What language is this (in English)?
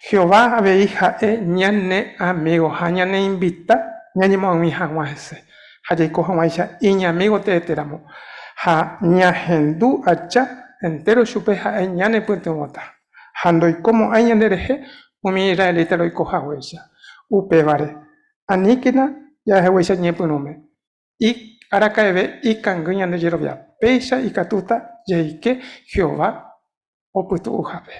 Guarani